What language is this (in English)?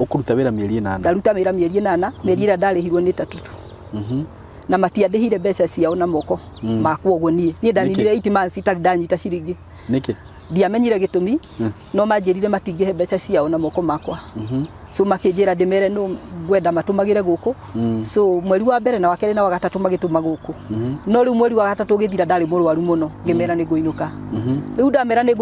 Kikuyu